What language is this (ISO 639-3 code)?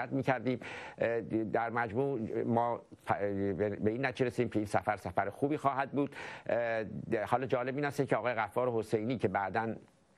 fas